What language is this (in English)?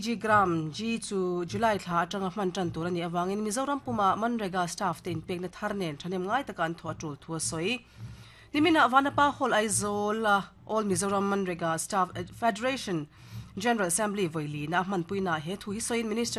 Mizo